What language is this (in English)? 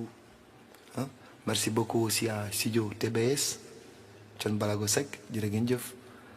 Wolof